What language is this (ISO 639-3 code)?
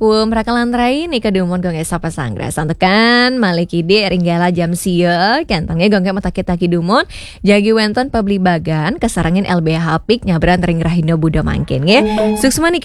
ban